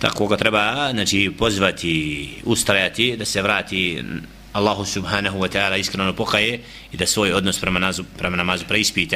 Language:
Bosnian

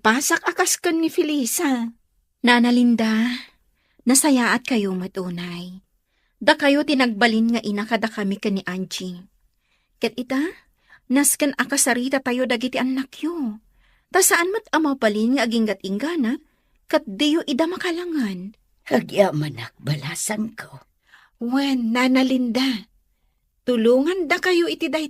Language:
Iloko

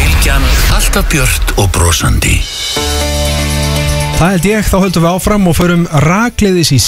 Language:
Icelandic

